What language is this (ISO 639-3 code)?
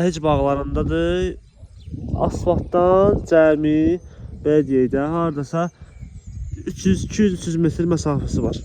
aze